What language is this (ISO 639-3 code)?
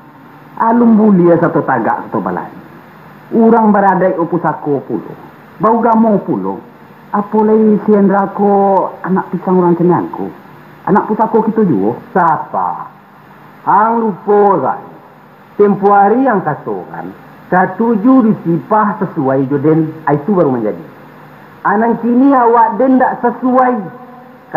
min